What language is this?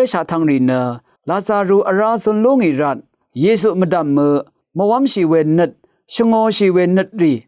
Rawang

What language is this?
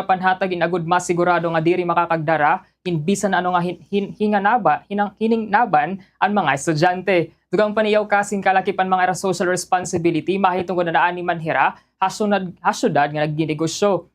Waray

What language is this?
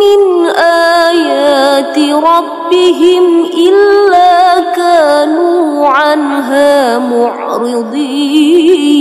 Buginese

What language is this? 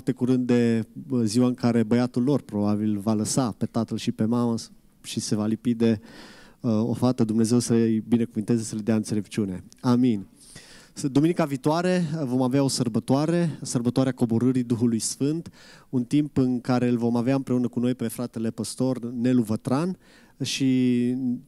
Romanian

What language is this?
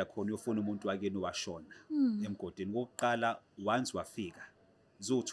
Zulu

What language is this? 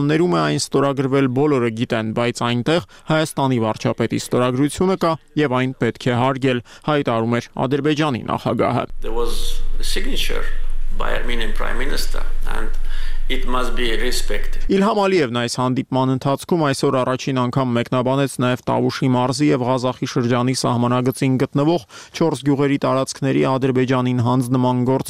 Armenian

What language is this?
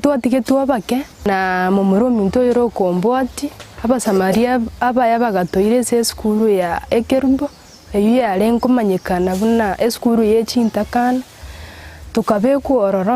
Gusii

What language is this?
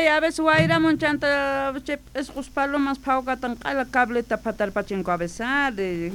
South Bolivian Quechua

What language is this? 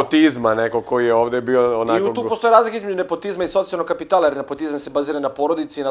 Serbian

